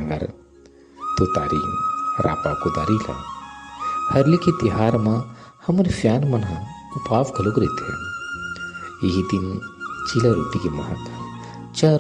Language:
Chhattisgarhi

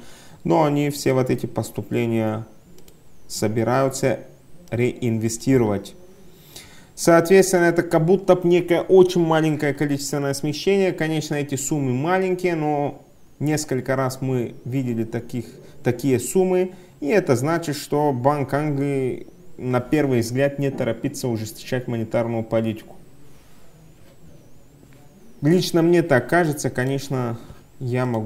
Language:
Russian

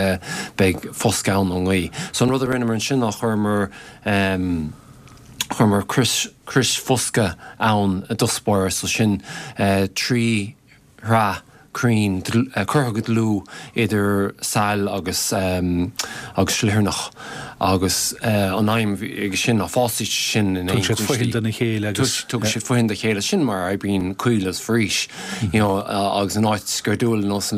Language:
Irish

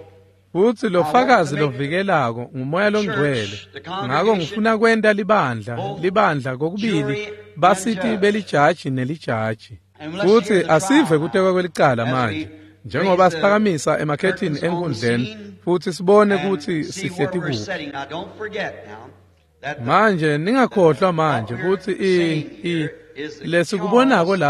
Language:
Swati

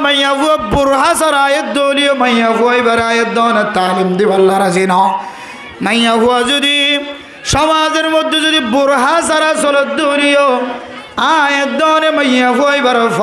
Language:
Rohingya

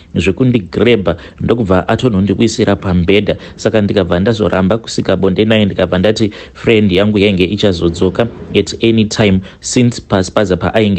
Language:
Shona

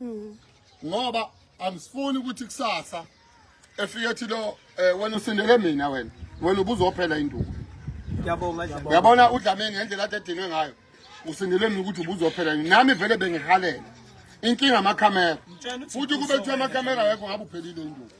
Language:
Zulu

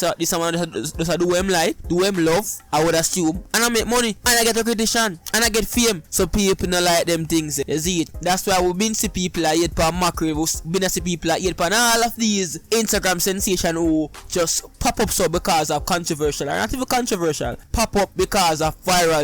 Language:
Jamaican Creole English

